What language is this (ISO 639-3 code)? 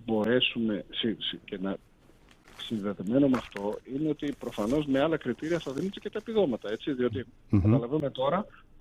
ell